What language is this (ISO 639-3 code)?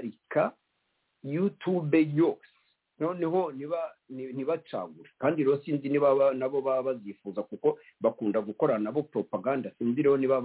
kin